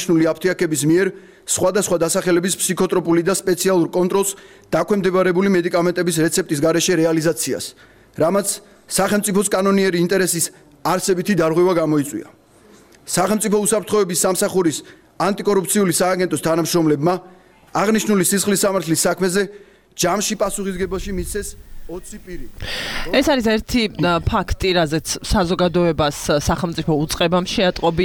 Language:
Georgian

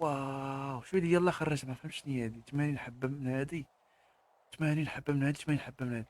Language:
Moroccan Arabic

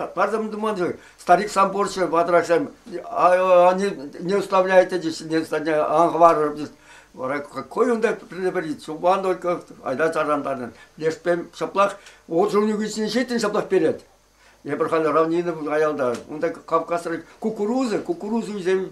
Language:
Chuvash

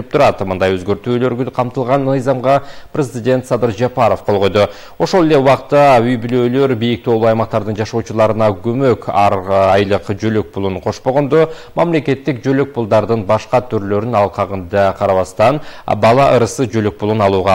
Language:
Kyrgyz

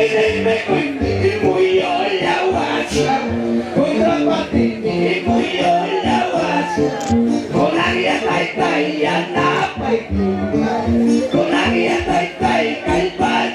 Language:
Ayacucho Quechua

